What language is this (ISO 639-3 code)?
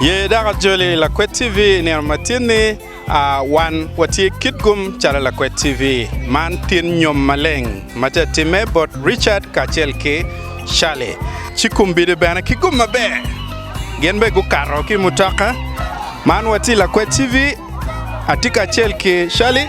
ach